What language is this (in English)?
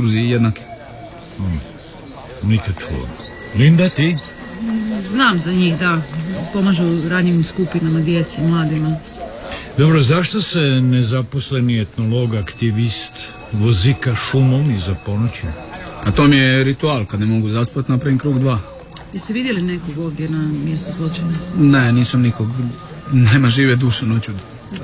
Croatian